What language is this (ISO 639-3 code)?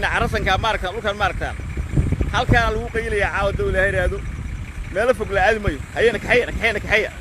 som